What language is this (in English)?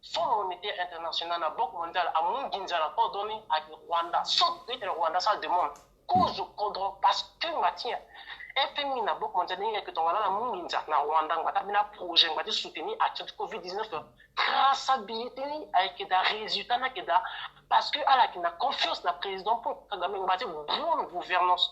Sango